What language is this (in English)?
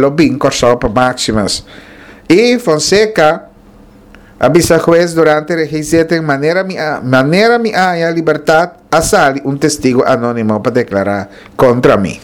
Papiamento